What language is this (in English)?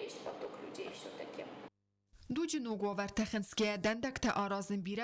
Ossetic